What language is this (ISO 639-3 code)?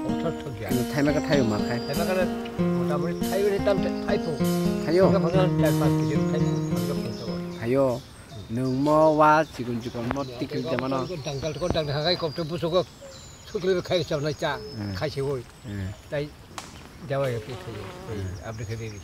trp